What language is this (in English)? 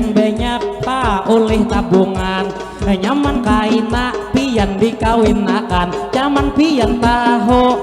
Banjar